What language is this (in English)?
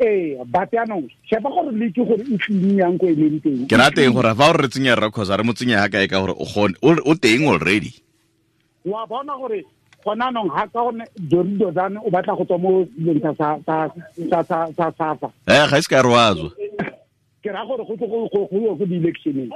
Tswana